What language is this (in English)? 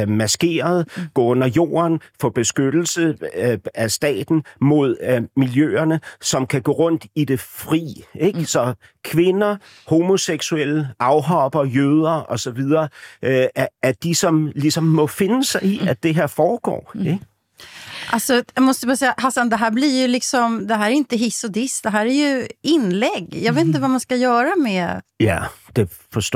Danish